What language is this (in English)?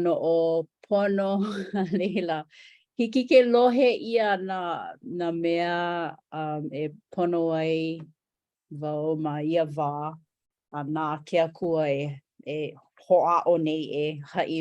Hawaiian